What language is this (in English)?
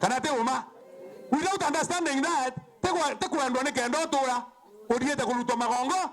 Meru